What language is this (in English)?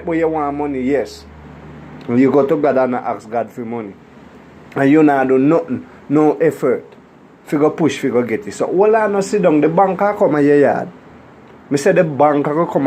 Jamaican Creole English